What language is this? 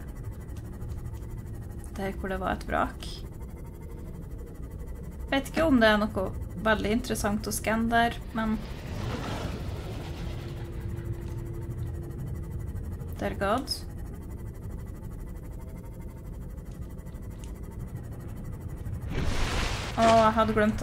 Norwegian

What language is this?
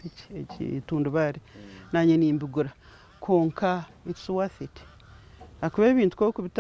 Nyankole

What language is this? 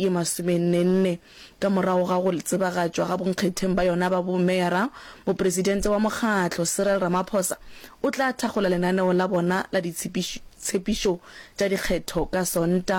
Northern Sotho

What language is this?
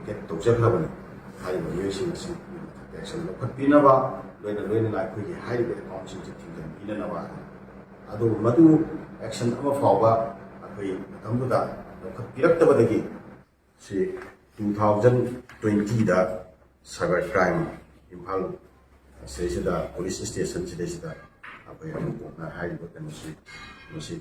Manipuri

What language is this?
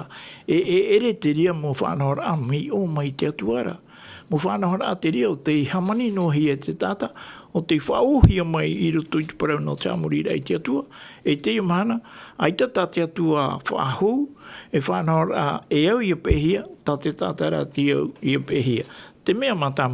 Tahitian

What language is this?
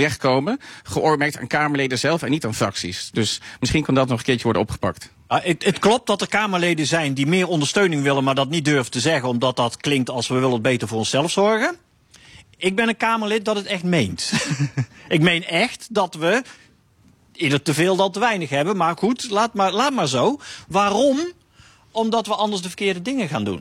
Dutch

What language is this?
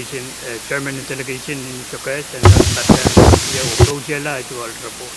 Pohnpeian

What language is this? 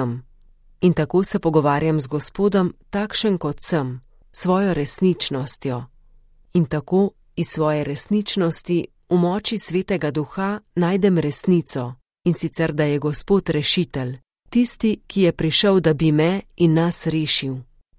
Slovenian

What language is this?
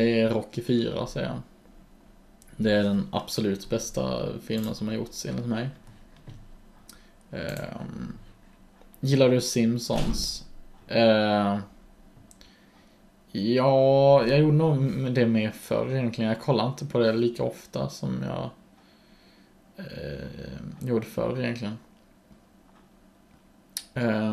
Swedish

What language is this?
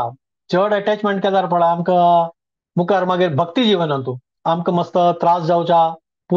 Konkani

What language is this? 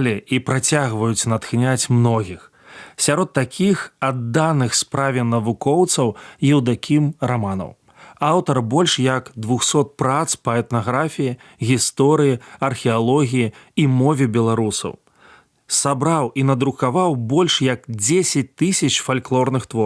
Belarusian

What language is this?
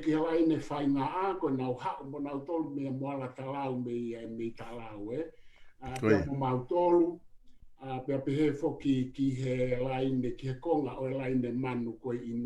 Tongan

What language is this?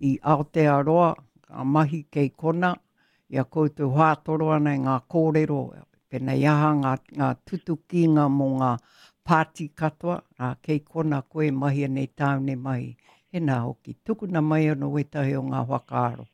Māori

